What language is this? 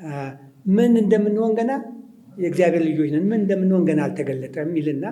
Amharic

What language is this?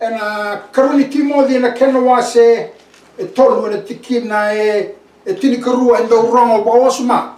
Fijian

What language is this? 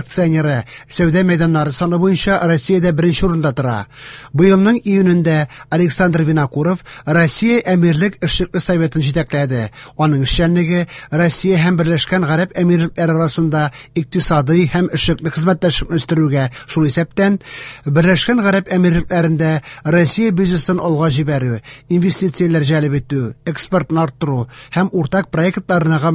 Tatar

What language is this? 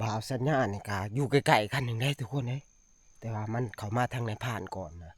Northeastern Thai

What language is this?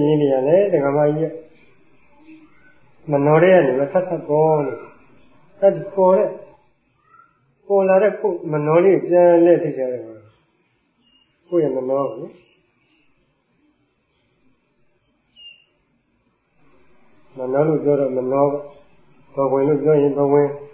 Burmese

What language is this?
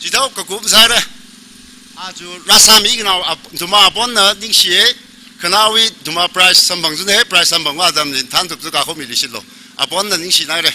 Tangkhul Naga (India)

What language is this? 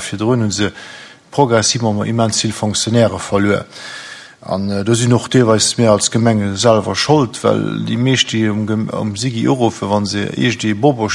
Luxembourgish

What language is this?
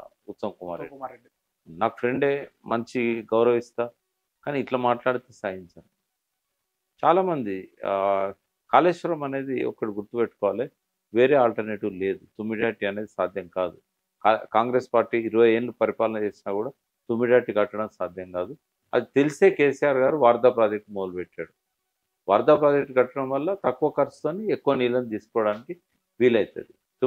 Telugu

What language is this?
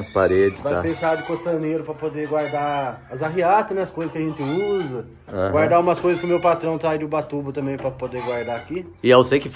Portuguese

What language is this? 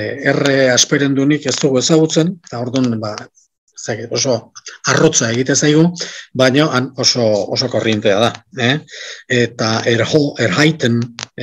Basque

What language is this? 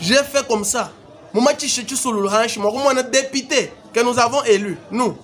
Luba-Lulua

